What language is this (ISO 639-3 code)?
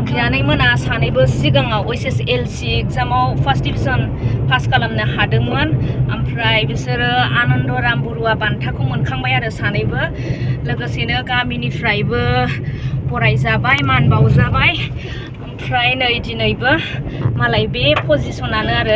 brx